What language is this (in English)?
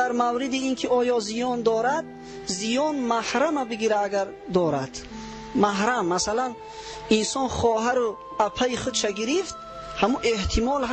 Tajik